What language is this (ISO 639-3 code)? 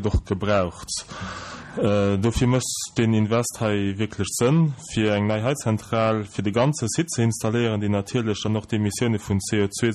ltz